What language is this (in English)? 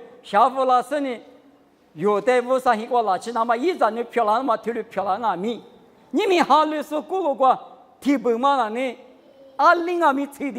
Lisu